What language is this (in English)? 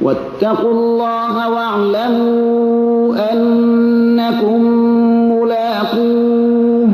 Persian